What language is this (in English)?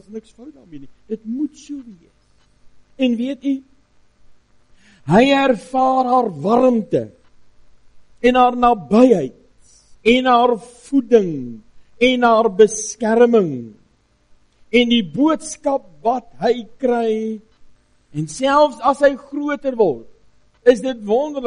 Afrikaans